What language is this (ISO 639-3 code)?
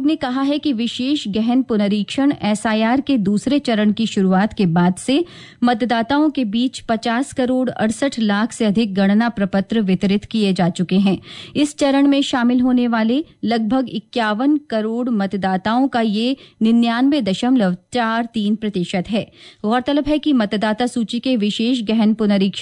hin